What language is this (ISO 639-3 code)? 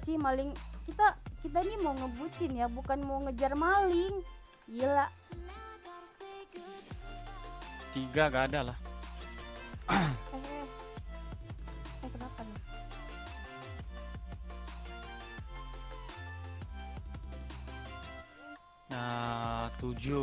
ind